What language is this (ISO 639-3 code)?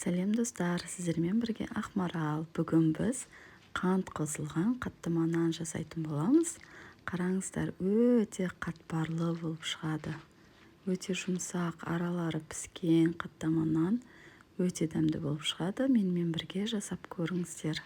kaz